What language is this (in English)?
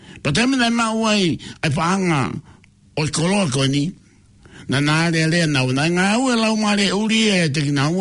Tongan